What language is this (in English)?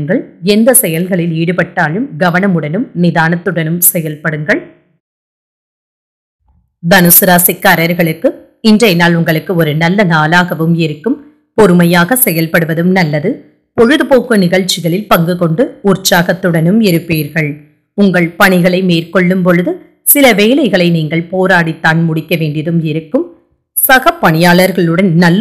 Tamil